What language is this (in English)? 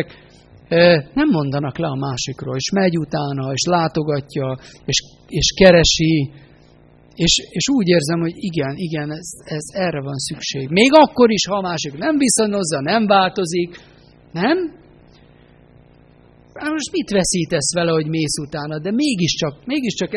Hungarian